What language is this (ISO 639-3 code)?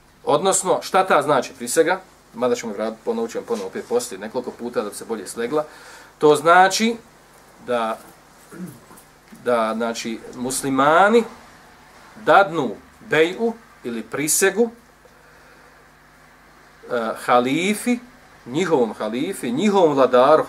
bos